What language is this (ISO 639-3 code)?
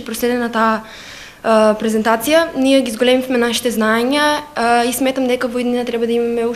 mkd